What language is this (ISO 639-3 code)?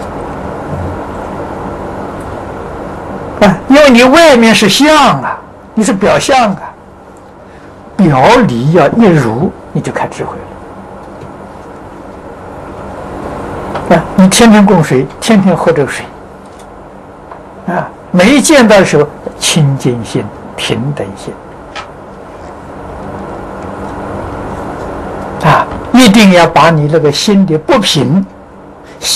zho